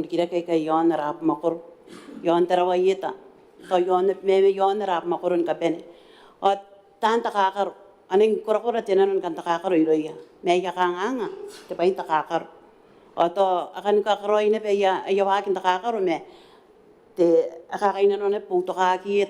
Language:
Gilbertese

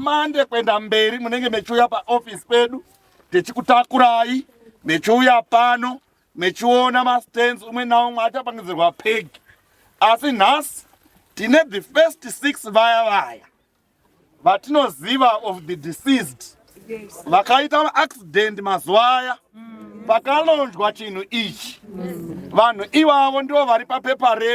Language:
Shona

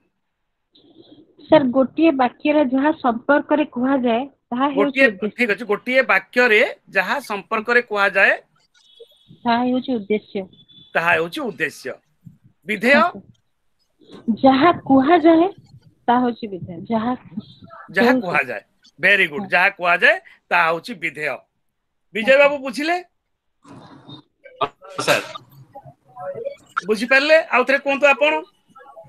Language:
Odia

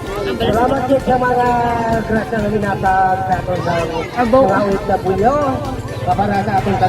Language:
Hiligaynon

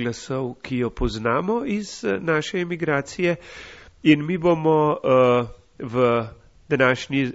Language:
Slovenian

